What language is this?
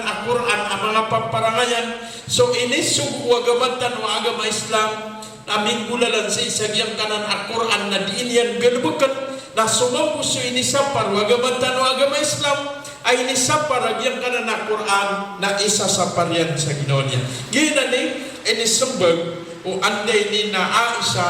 Maranao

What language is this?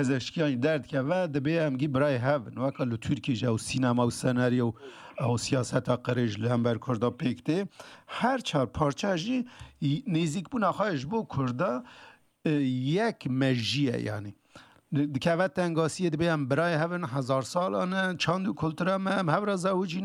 Kurdish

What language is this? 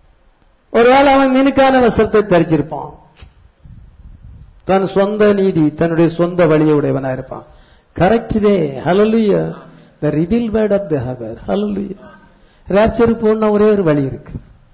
Tamil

